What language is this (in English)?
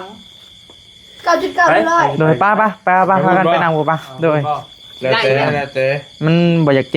Northeastern Thai